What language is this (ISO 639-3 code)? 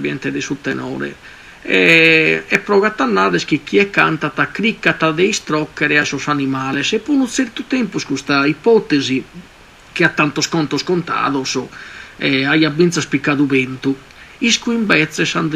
srd